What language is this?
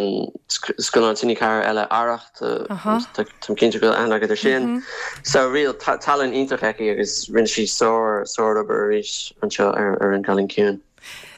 Irish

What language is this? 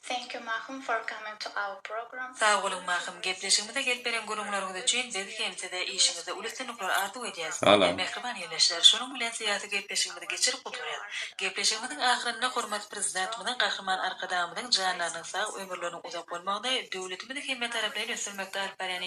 Turkmen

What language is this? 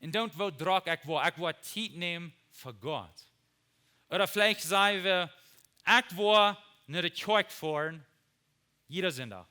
Plautdietsch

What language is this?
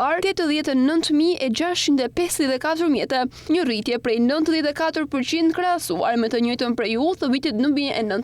Albanian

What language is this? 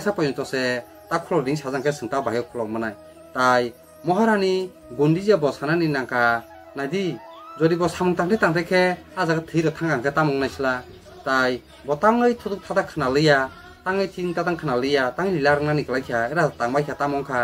Kok Borok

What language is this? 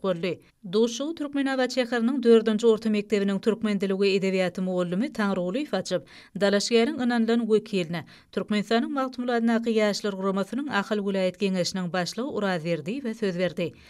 Turkmen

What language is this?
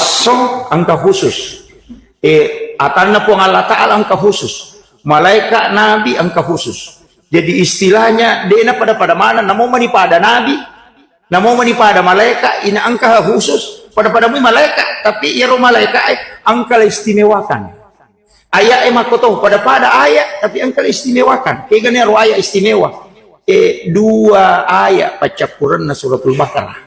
Buginese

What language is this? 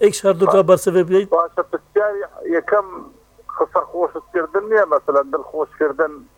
Kurdish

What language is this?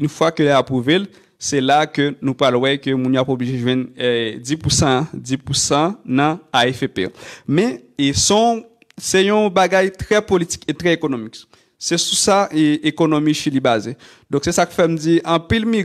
Haitian Creole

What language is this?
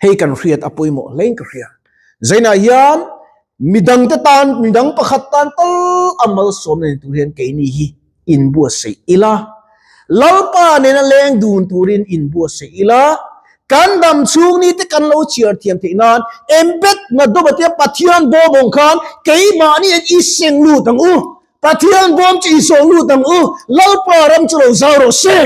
Mizo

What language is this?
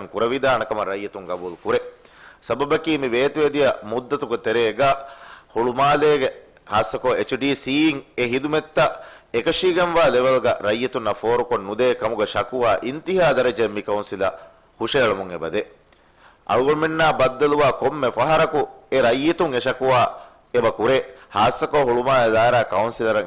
Divehi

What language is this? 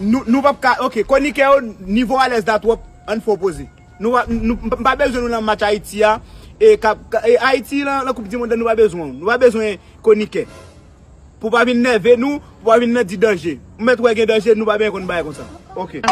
Haitian Creole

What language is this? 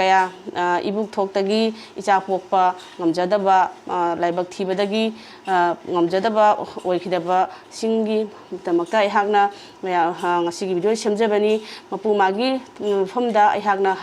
Manipuri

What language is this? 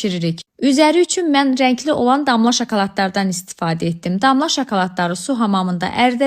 Azerbaijani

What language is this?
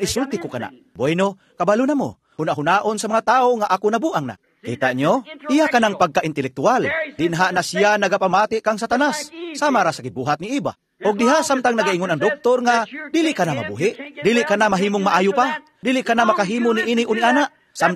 Cebuano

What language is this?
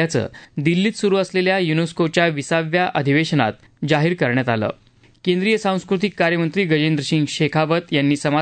Marathi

